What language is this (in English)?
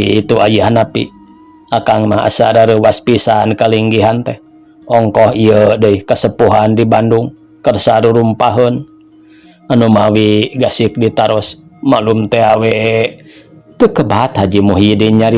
Sundanese